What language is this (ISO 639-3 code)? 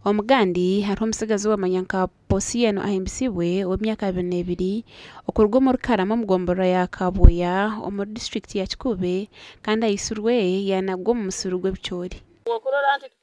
nyn